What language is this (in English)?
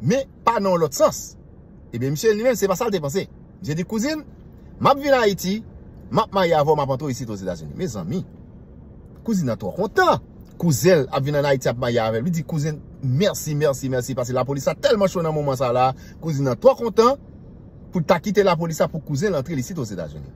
Haitian Creole